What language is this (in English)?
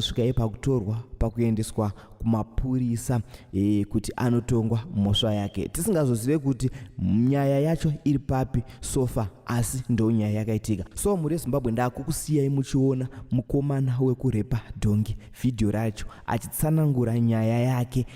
Shona